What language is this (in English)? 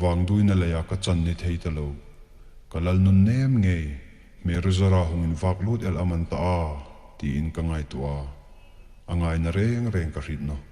Hmar